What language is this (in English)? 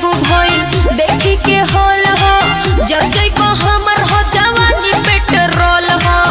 Bhojpuri